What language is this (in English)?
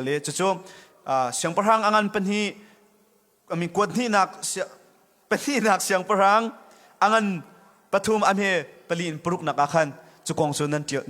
Hakha Chin